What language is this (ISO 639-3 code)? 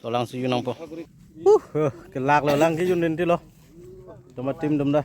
mjw